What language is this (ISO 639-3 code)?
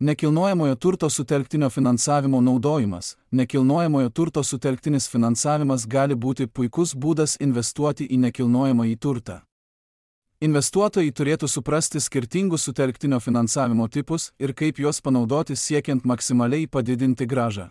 lit